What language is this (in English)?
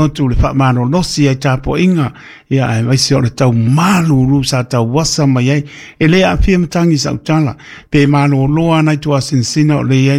Samoan